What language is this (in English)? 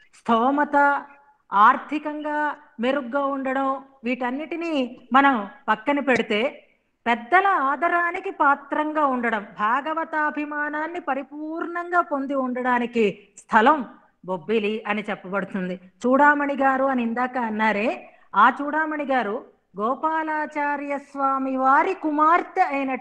Telugu